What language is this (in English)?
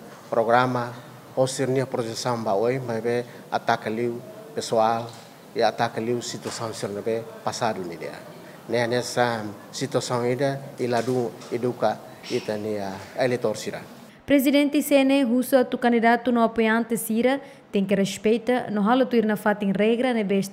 Tetum